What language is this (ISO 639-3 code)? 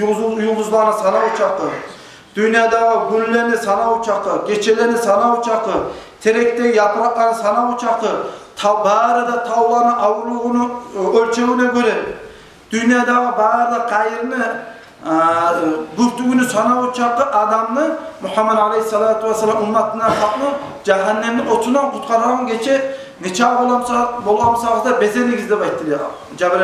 kum